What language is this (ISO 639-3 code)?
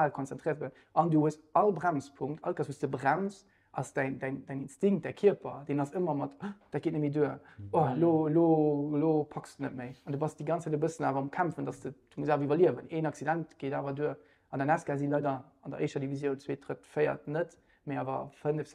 ltz